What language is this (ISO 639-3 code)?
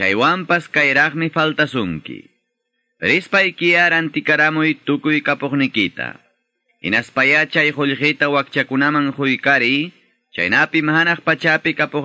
quy